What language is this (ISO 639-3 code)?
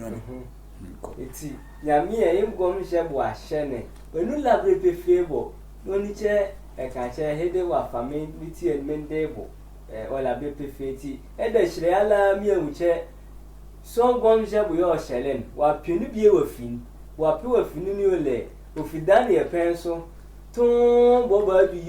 sfw